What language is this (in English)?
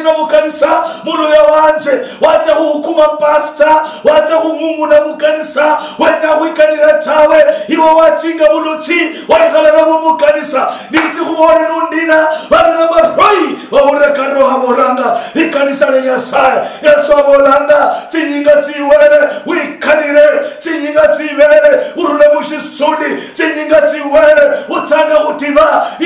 Luyia